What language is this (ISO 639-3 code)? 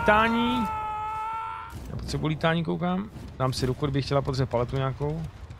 ces